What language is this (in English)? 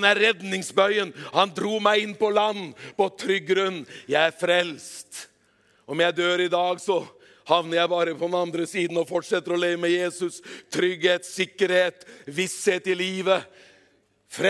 Norwegian